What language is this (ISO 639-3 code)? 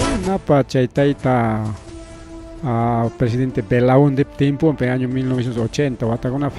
quy